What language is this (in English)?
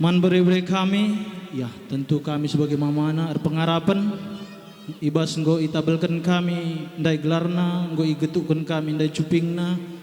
Batak Karo